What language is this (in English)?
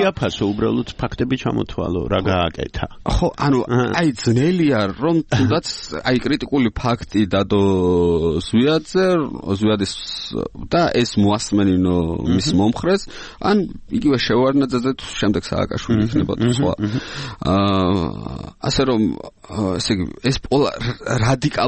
Georgian